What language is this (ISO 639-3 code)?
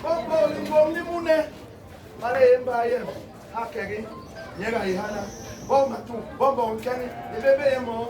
bas